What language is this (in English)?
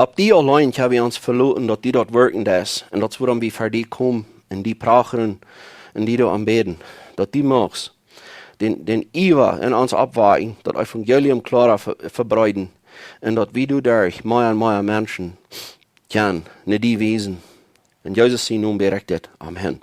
Plautdietsch